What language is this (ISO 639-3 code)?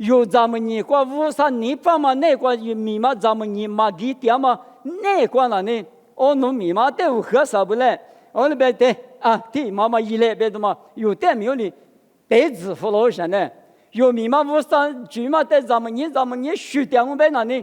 lis